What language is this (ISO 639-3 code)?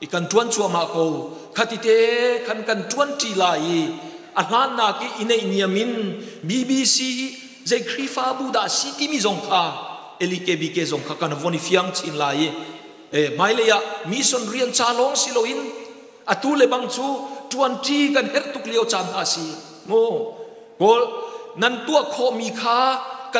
cnh